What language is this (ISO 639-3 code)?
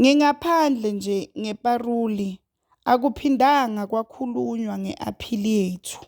zul